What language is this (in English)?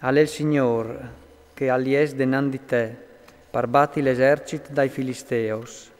Friulian